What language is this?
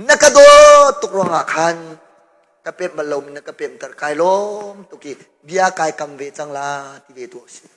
Hakha Chin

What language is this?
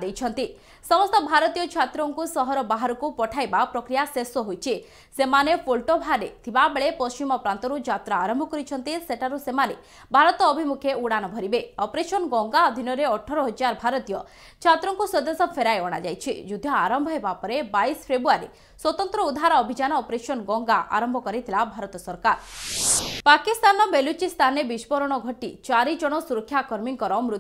Odia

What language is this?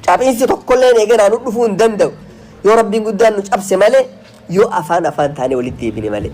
Oromo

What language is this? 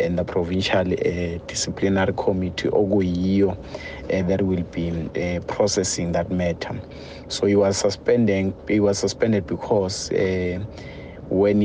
Zulu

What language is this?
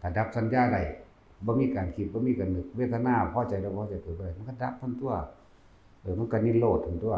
Northeastern Thai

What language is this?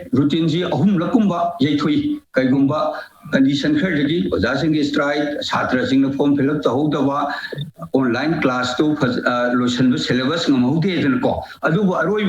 Manipuri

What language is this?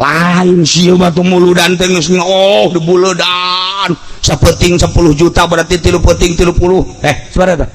Sundanese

